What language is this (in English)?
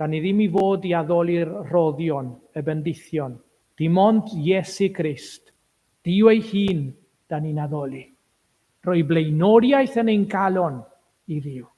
Welsh